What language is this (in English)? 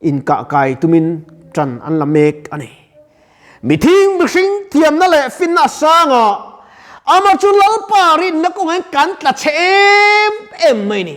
Mizo